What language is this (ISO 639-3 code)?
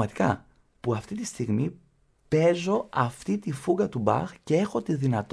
ell